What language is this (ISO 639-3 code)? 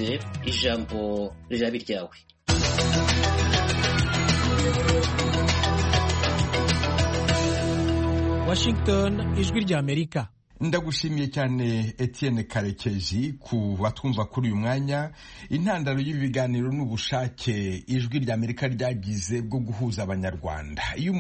kin